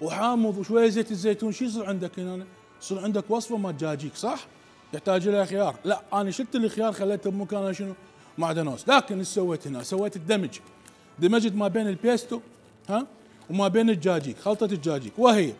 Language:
Mesopotamian Arabic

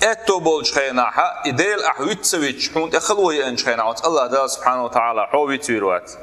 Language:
Chechen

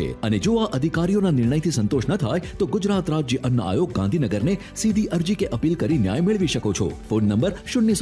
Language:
Gujarati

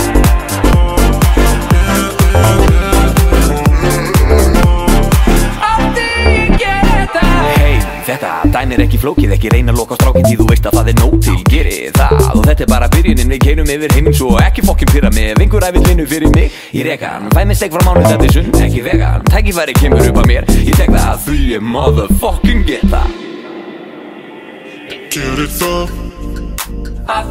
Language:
Icelandic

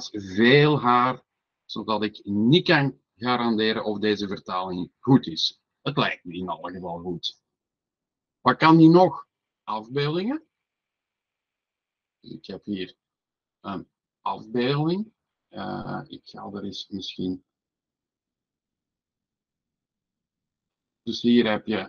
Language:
Dutch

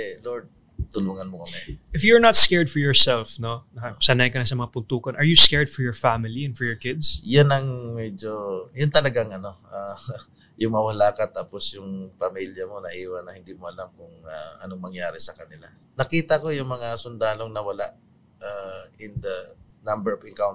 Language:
Filipino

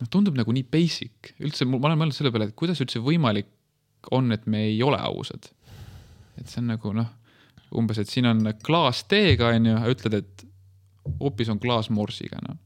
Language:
Estonian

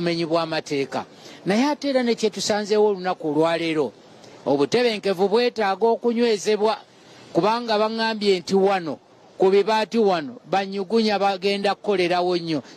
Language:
Ganda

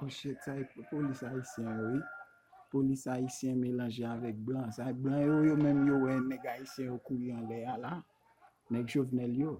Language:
Haitian Creole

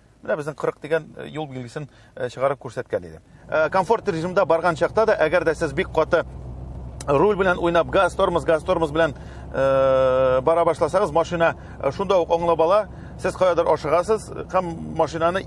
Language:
Tatar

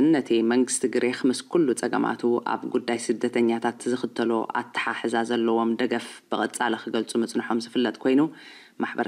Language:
Tigrinya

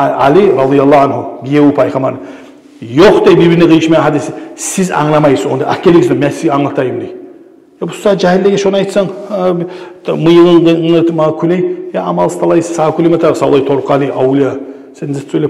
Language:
Kumyk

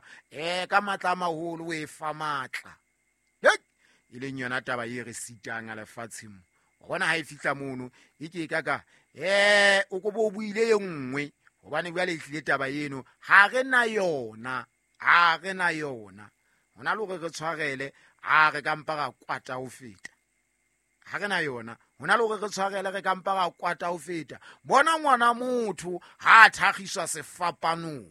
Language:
Southern Sotho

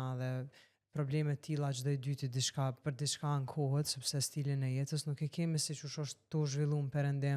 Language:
Albanian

